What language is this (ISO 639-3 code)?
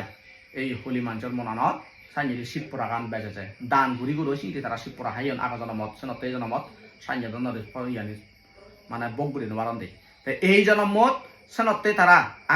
ccp